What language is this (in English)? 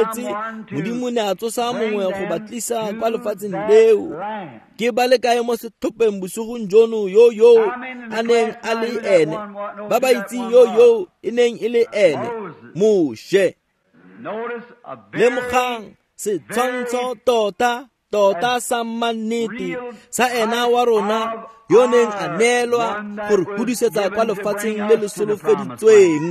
Tswana